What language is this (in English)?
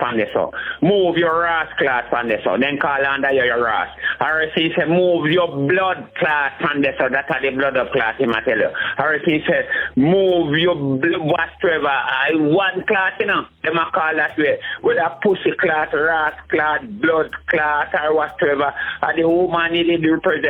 Jamaican Creole English